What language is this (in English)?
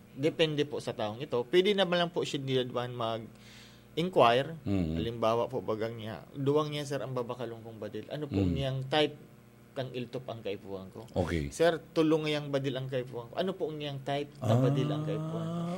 Bikol